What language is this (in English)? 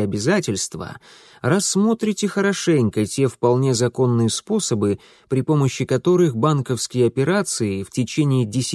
Russian